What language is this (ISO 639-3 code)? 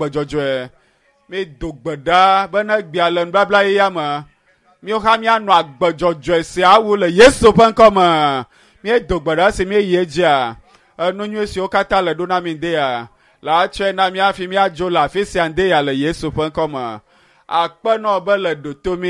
ewe